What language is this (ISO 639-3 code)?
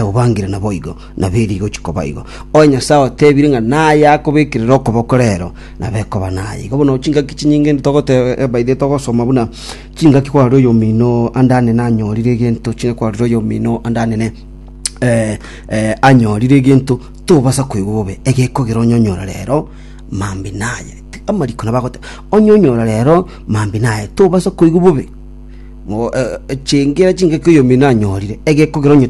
guz